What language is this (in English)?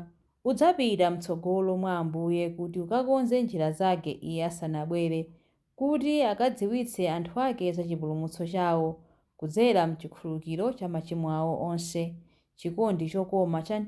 Nyanja